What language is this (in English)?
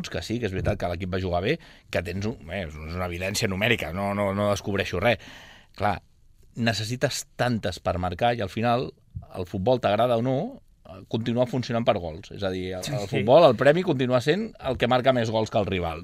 Catalan